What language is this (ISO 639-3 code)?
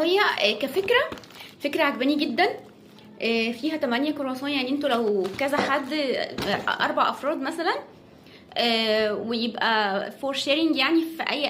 arz